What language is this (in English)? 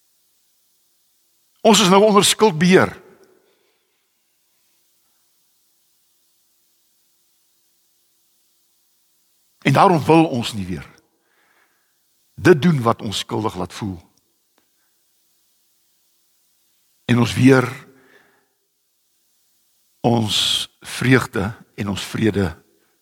Afrikaans